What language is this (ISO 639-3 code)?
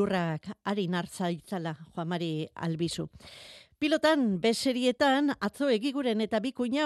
eus